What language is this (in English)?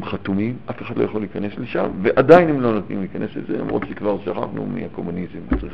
Hebrew